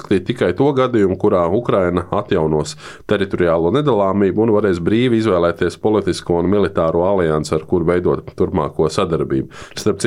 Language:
Latvian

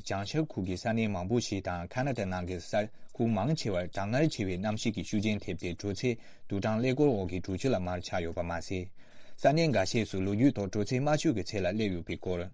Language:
Tibetan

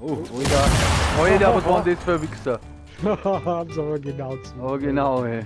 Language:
Bavarian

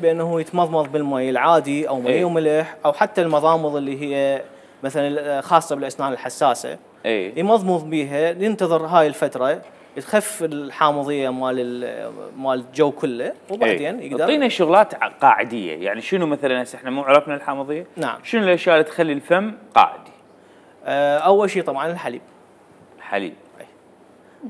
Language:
Mesopotamian Arabic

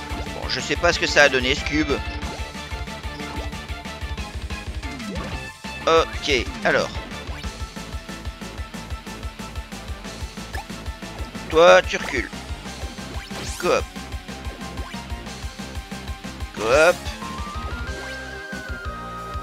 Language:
French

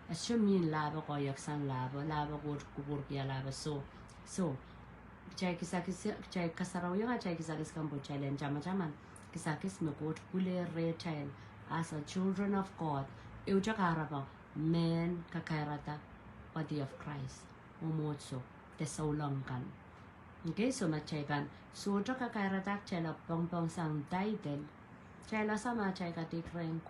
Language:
Pohnpeian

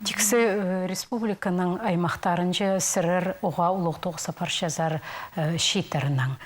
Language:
Khakas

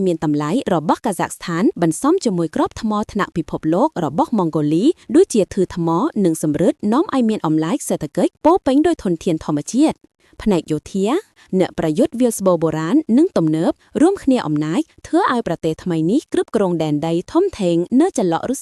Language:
Khmer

